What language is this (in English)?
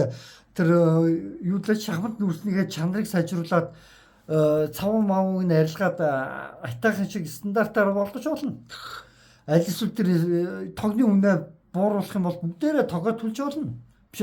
Mongolian